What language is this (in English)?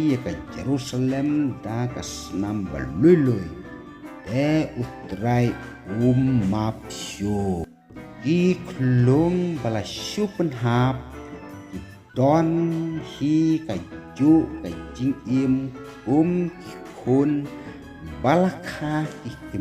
Khasi